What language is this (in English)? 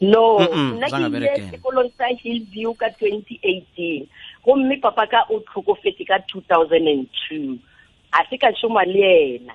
Northern Sotho